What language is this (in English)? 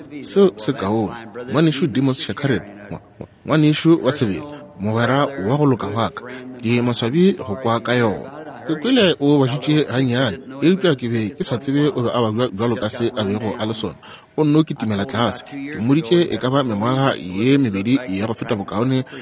Northern Sotho